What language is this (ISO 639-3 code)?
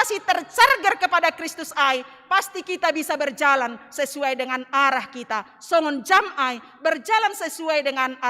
bts